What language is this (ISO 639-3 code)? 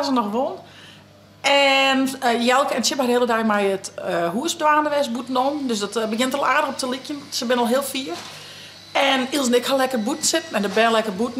fry